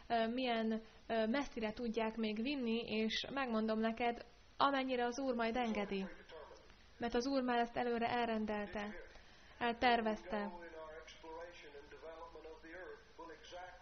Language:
Hungarian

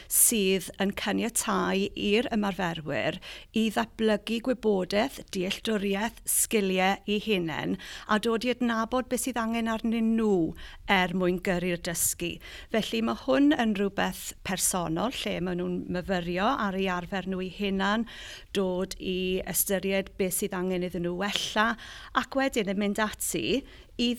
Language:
Welsh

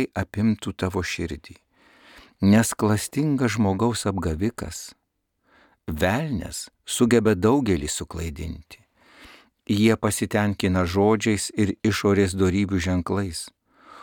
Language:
Lithuanian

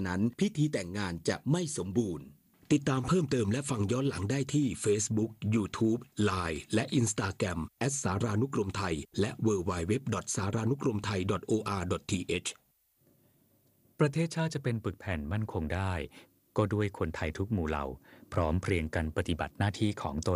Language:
Thai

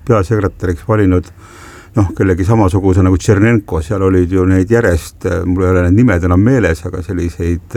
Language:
Estonian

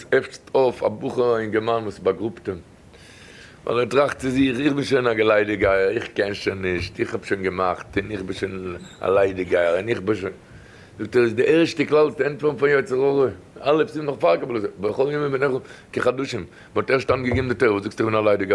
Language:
Yiddish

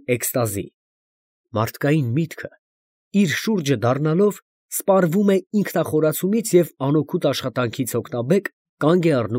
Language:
Armenian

